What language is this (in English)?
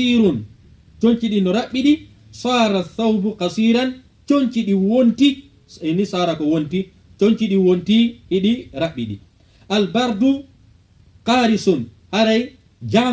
Fula